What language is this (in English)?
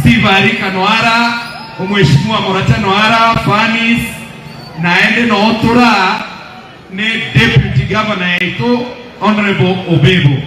Gusii